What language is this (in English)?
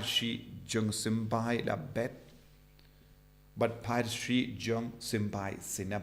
Khasi